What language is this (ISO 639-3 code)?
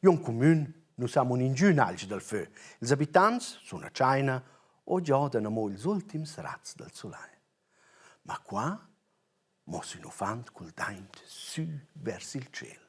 roh